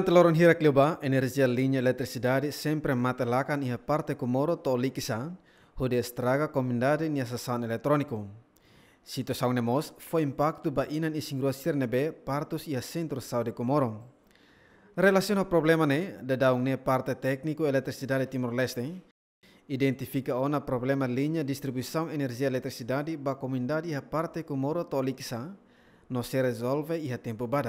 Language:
Tetum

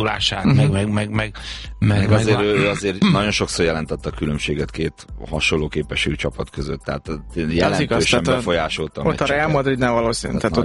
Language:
Hungarian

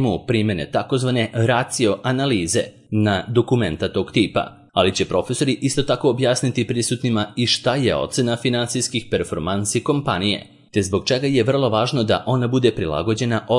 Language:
Serbian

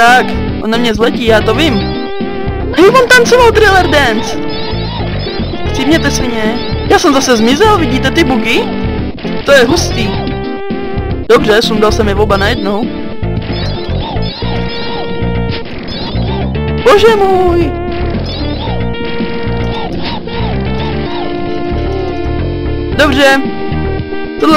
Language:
Czech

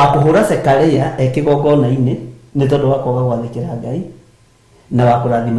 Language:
Kikuyu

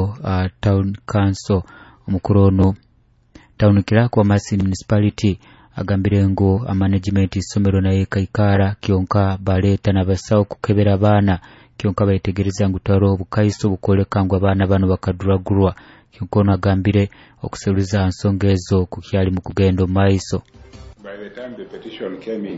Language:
Nyoro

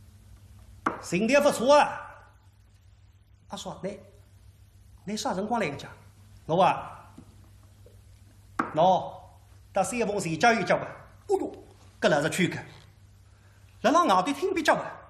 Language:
Wu Chinese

